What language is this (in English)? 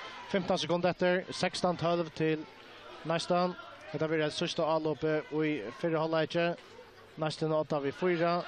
Faroese